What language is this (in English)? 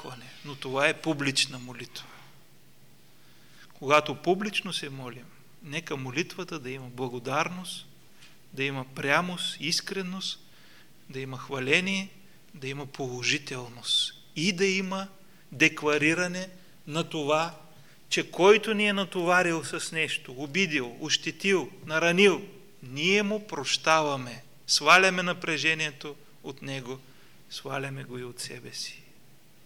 Bulgarian